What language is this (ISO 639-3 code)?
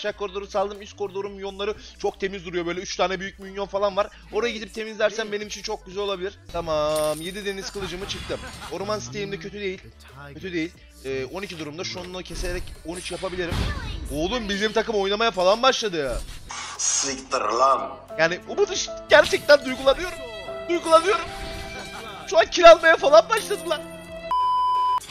tur